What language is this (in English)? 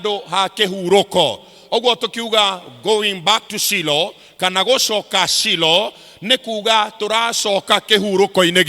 Kikuyu